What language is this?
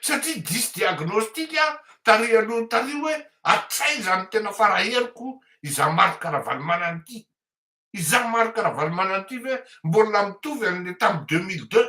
Malagasy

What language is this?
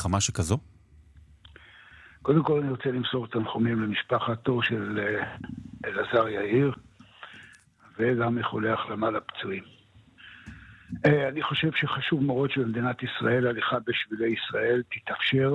Hebrew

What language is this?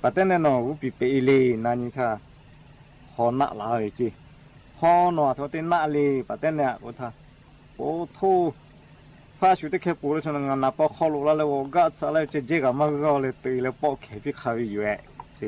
Lahu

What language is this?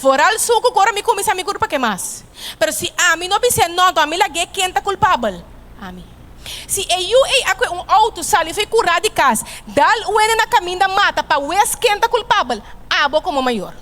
Papiamento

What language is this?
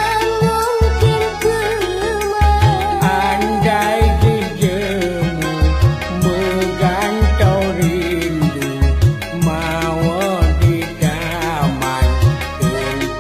Achinese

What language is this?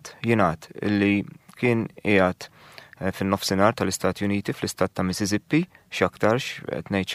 Maltese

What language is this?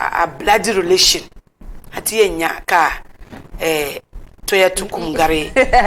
Dagbani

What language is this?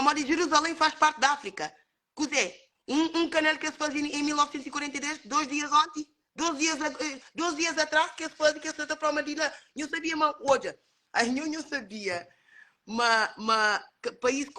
Kabuverdianu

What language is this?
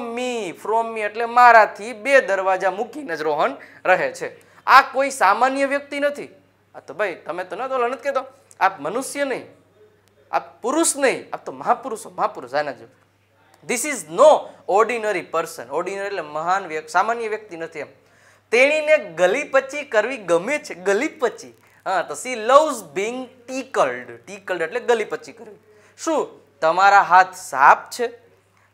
Gujarati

